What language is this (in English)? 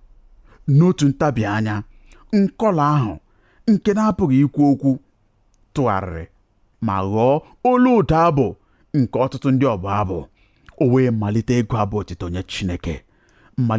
Igbo